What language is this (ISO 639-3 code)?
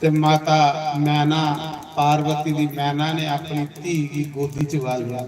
doi